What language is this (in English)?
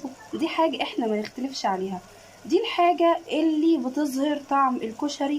Egyptian Arabic